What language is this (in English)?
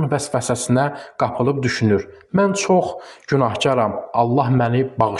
Azerbaijani